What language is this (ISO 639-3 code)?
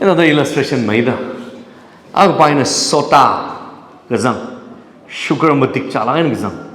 nmf